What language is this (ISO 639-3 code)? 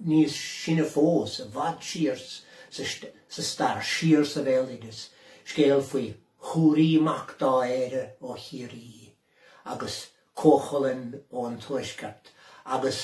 gle